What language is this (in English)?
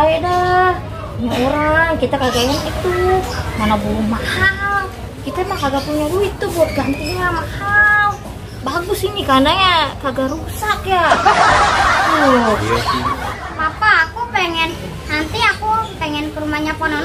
Betawi